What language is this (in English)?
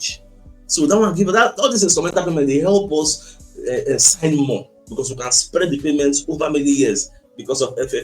Nigerian Pidgin